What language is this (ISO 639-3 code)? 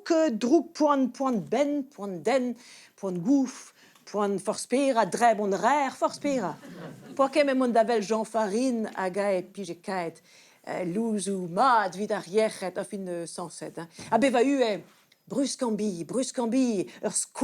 bre